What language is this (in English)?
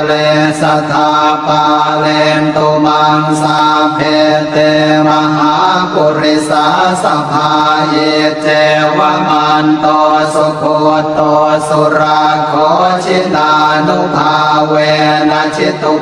Pali